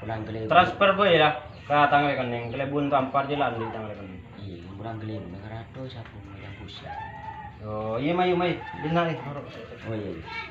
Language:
Madurese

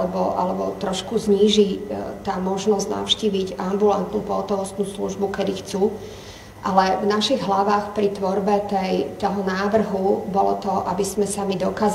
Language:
Slovak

